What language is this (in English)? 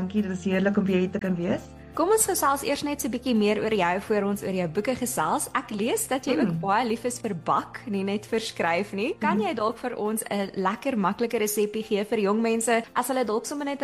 Afrikaans